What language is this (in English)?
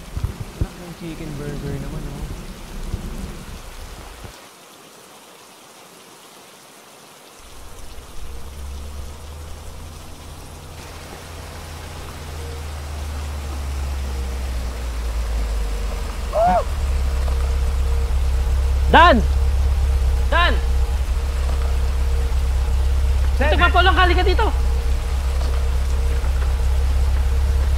Filipino